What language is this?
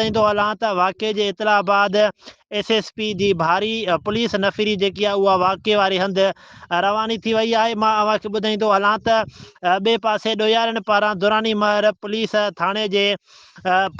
Sindhi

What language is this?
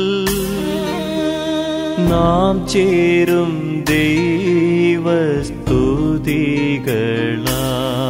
Malayalam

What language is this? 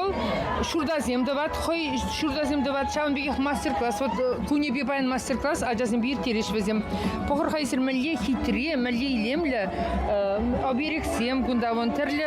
Chuvash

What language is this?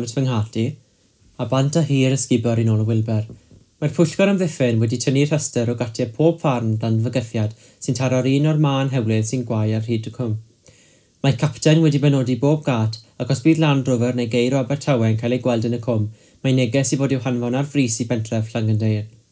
Welsh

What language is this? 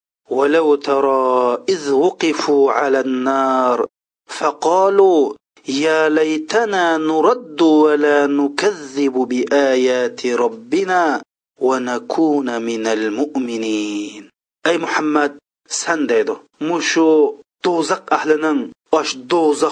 Uyghur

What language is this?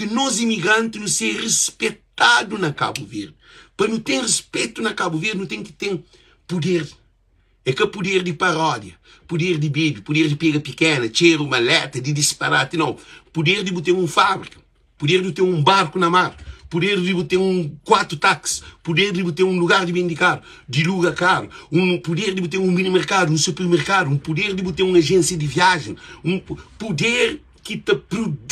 Kabuverdianu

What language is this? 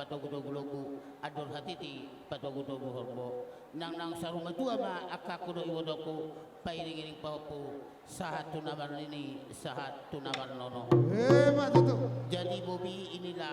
Batak Toba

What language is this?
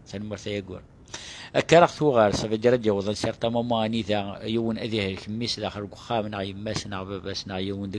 Kabyle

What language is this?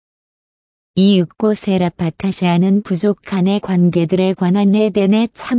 Korean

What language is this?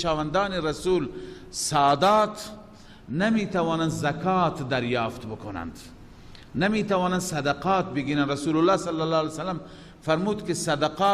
Persian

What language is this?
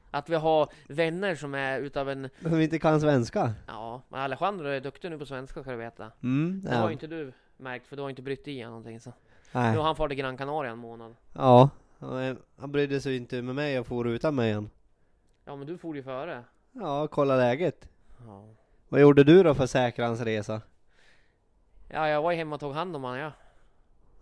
Swedish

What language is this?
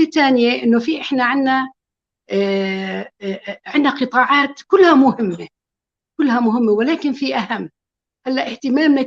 North Levantine Arabic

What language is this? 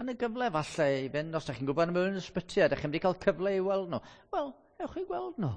Welsh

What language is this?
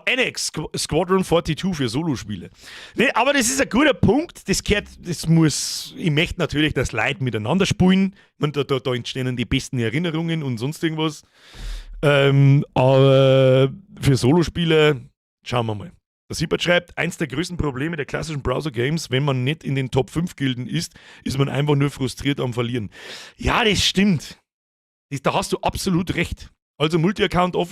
Bavarian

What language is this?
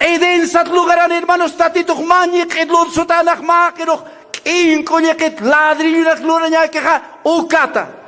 Aymara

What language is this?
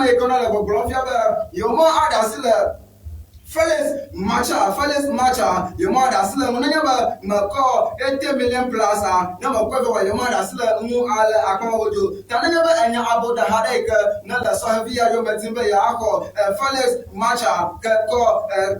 Ewe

